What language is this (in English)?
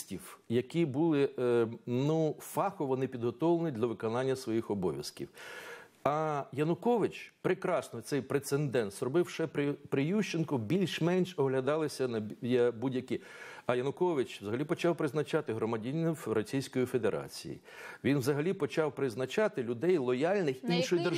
Ukrainian